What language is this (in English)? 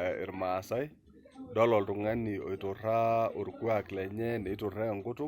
Masai